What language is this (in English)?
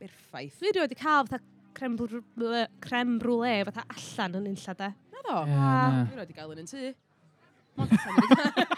Welsh